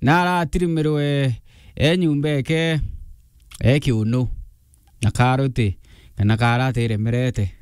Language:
Meru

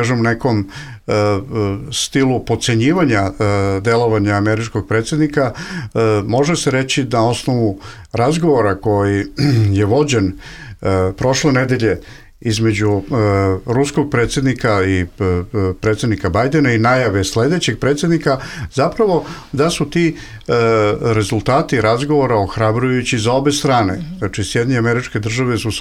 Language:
Bosnian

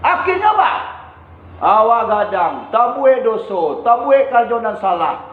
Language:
Minangkabau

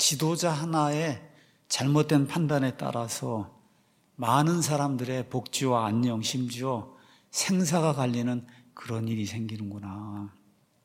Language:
Korean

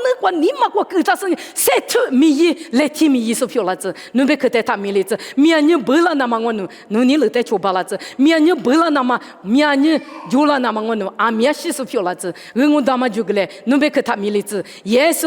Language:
Lisu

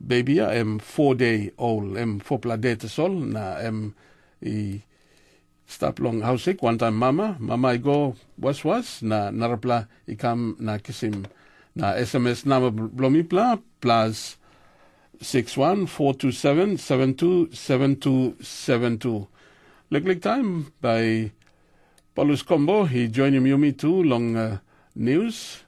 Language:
Tok Pisin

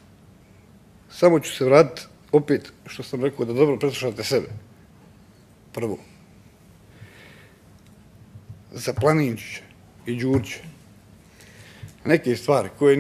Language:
Bosnian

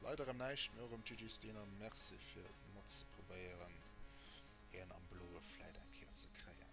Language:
Luxembourgish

